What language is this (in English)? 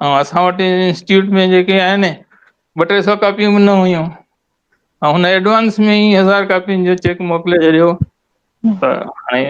Sindhi